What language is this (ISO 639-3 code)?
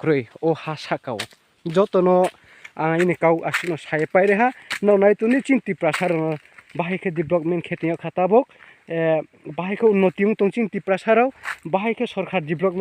ria